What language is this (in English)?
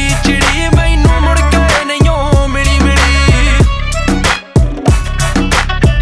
Punjabi